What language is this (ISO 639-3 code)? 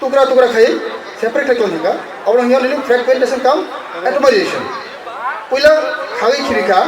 trp